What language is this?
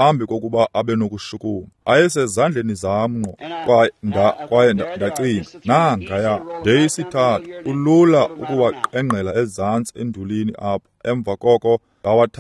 Xhosa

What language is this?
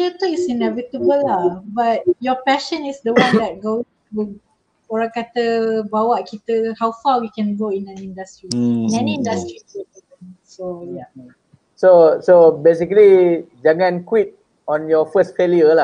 Malay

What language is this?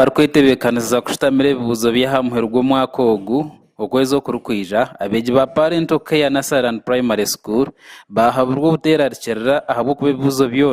Nyankole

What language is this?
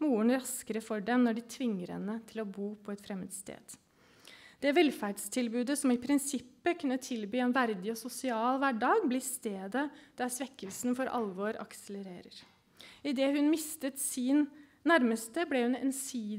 Norwegian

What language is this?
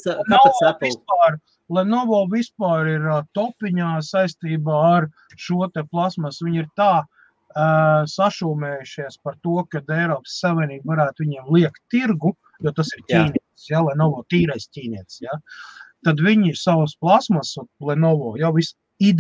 Latvian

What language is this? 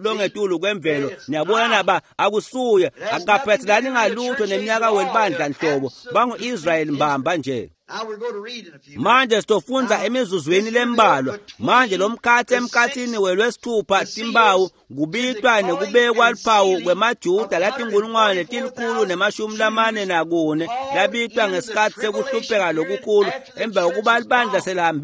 Swati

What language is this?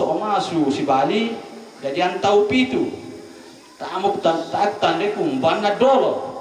Toraja-Sa'dan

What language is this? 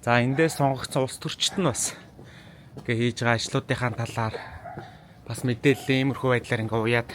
Mongolian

